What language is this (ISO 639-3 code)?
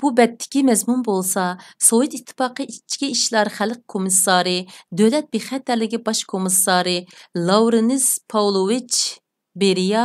uig